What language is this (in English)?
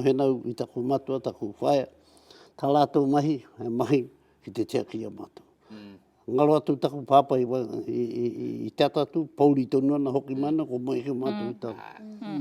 Māori